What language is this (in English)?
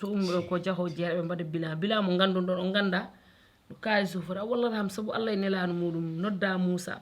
Fula